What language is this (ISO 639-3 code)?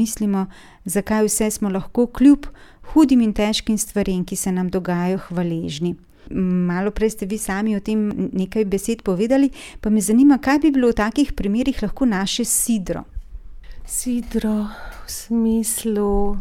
slv